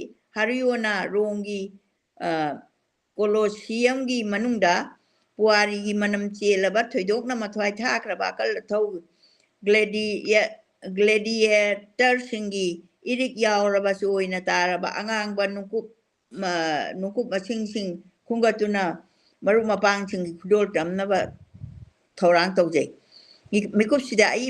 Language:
Manipuri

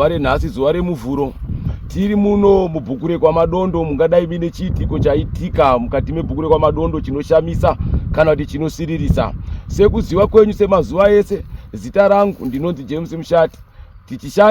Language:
Shona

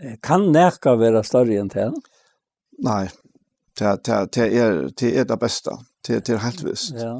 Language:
Faroese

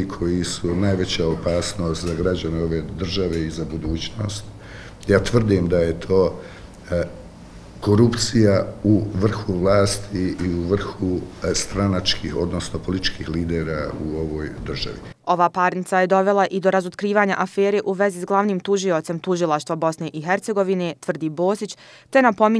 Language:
Bosnian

